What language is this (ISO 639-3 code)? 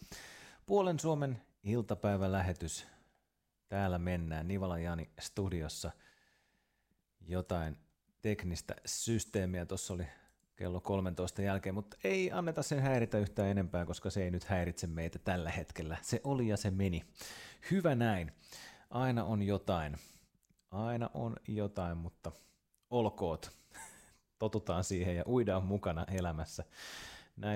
fin